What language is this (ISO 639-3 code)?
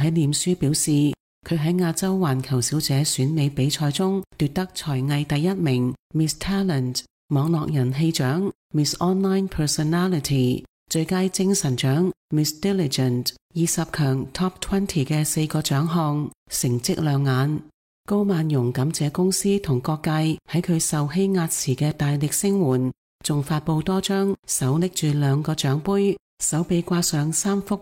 yue